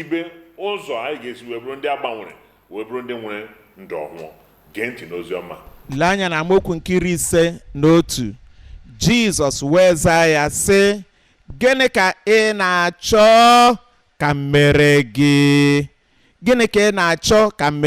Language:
Igbo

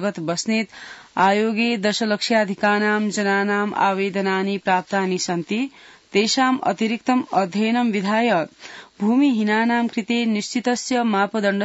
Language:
Sanskrit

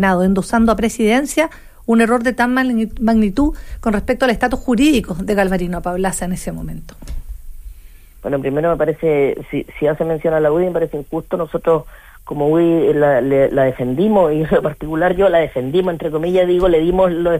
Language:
Spanish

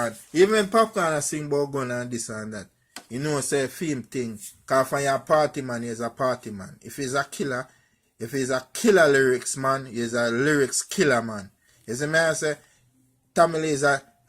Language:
Jamaican Creole English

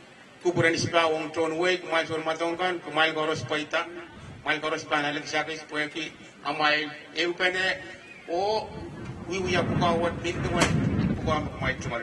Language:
Pohnpeian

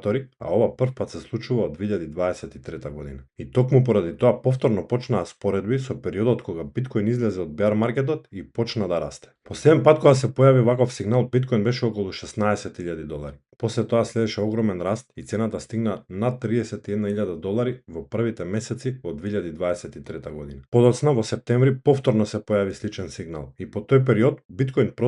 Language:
Macedonian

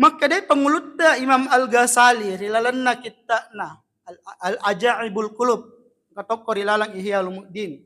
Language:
Buginese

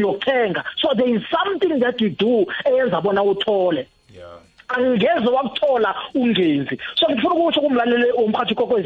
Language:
South Ndebele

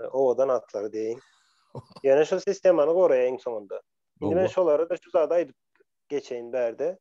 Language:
Turkmen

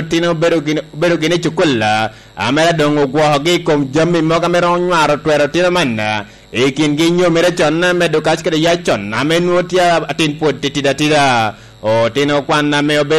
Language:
Lango (Uganda)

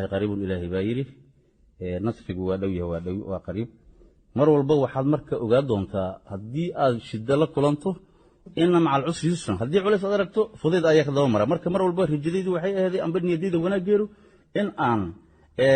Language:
Somali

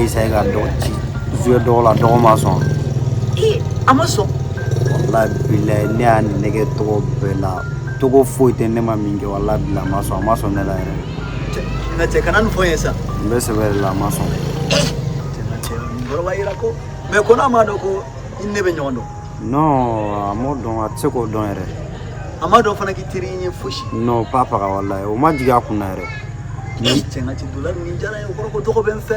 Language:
Bambara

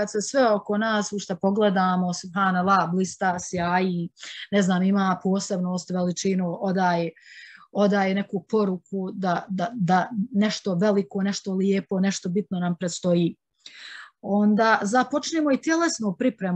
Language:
Bosnian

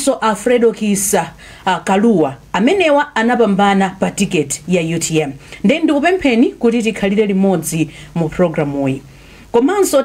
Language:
Nyanja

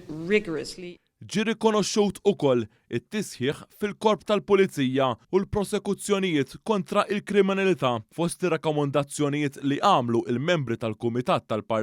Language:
Maltese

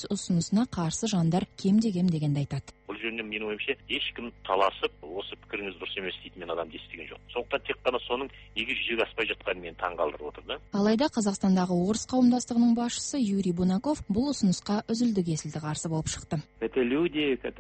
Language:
Kazakh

